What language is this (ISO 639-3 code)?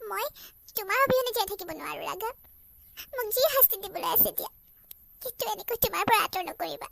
asm